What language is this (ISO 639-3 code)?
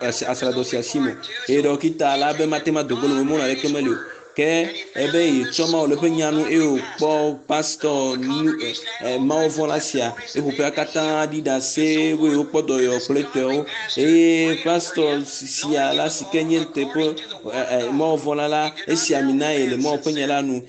ewe